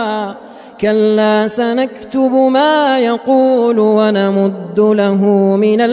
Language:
Arabic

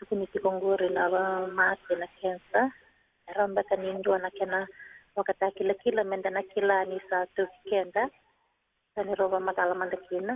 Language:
Fijian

